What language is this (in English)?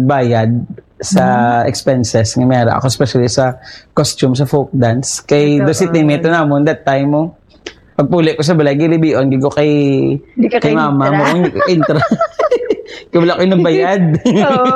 Hiligaynon